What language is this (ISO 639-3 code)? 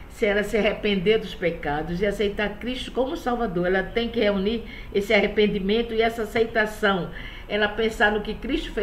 por